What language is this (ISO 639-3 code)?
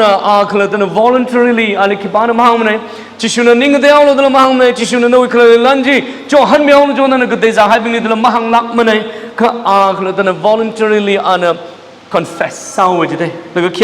nmf